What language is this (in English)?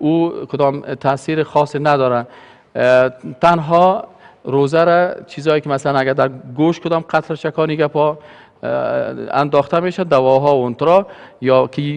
Persian